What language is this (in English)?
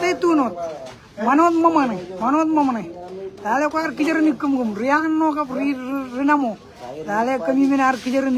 Marshallese